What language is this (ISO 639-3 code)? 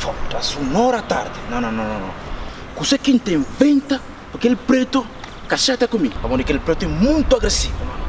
kea